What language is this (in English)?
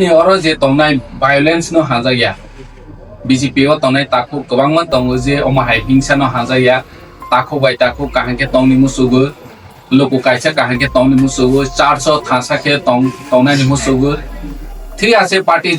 Kok Borok